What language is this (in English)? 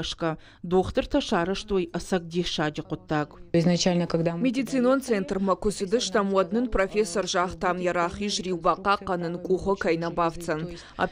Ossetic